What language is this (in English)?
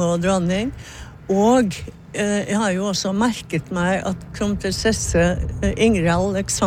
Norwegian